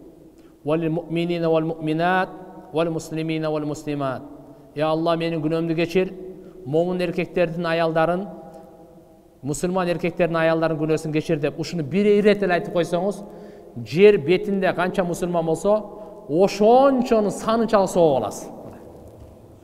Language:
Kyrgyz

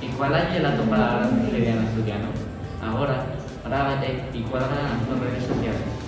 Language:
Asturian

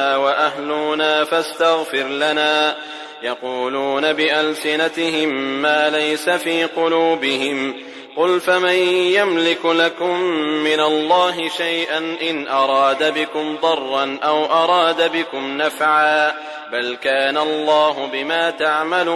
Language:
Arabic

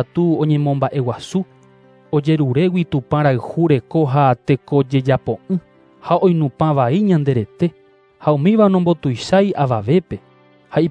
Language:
Guarani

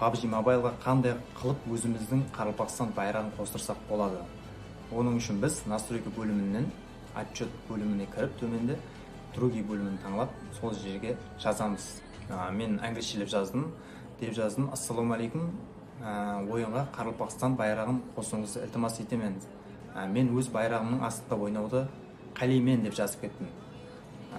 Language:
Kara-Kalpak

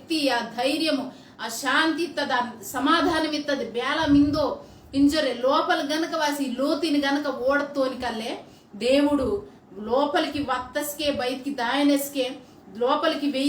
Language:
Koya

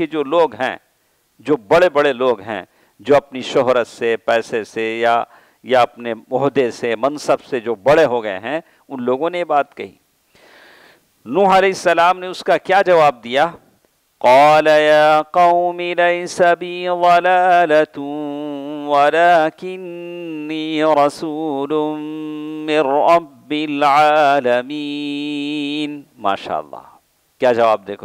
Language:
Urdu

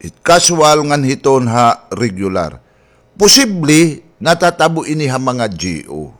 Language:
Waray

